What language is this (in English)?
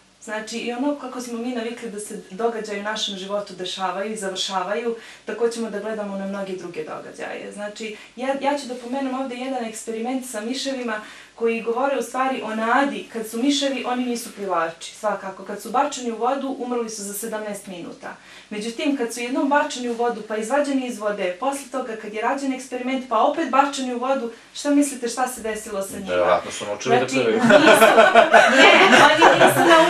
Bosnian